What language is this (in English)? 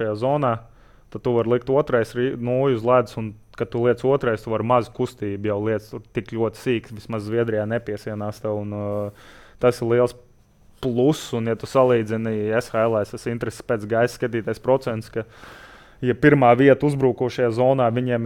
Latvian